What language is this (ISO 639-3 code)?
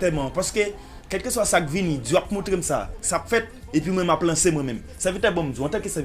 hat